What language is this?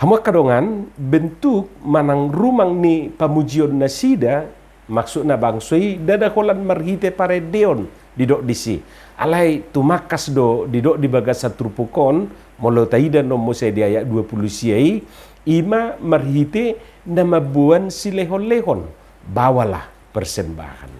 Batak Toba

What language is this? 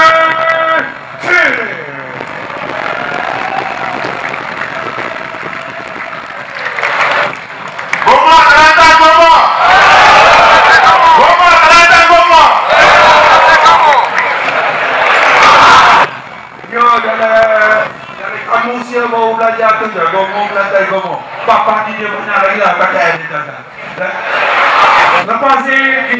Malay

